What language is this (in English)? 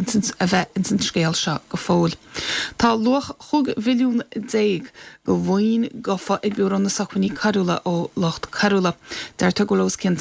Irish